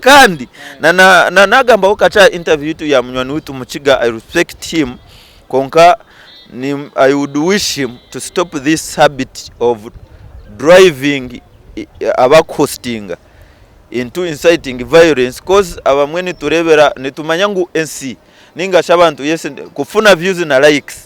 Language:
Nyankole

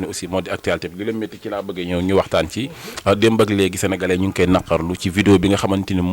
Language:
Wolof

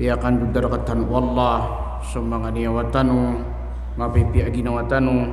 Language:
Maranao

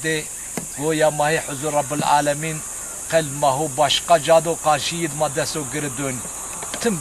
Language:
Zaza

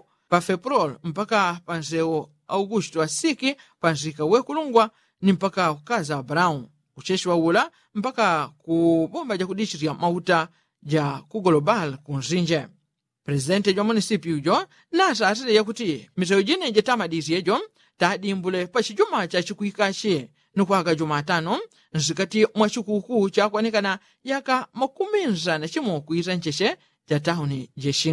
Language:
Yao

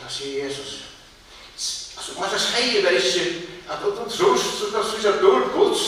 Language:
Faroese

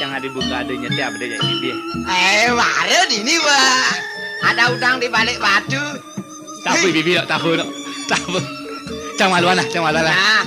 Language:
Balinese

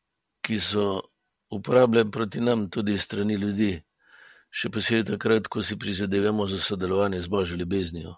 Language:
Slovenian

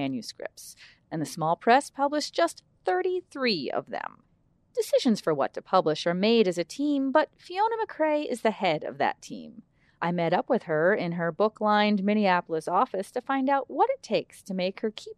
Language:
English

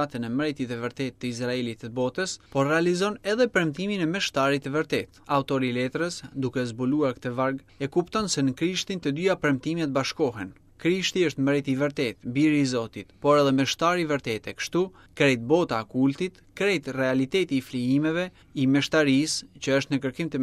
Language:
Albanian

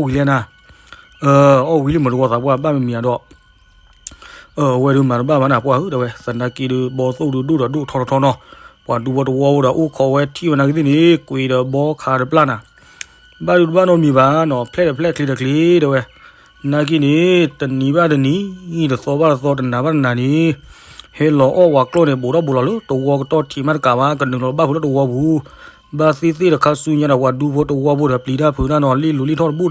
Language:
S'gaw Karen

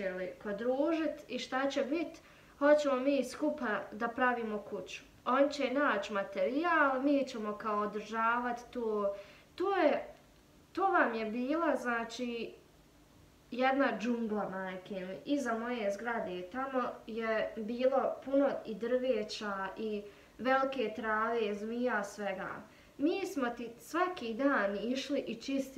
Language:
Bosnian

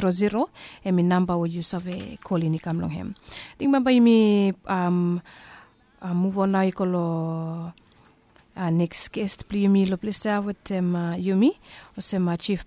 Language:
Bislama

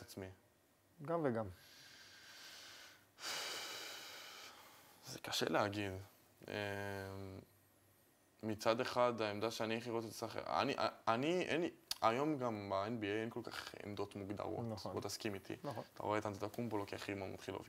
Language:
Hebrew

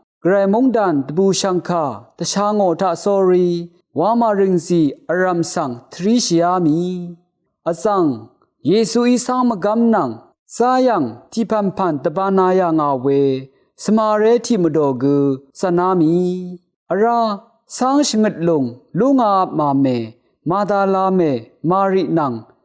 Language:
Rawang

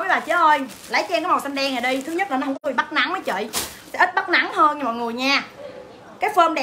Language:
Vietnamese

